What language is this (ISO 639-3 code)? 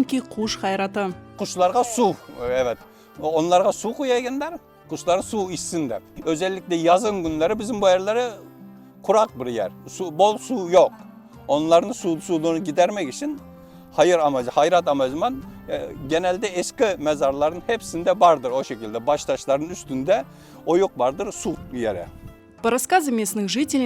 crh